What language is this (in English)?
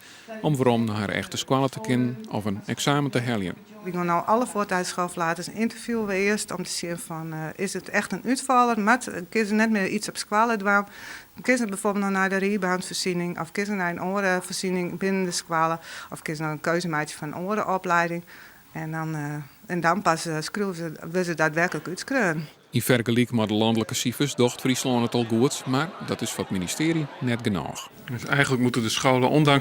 Western Frisian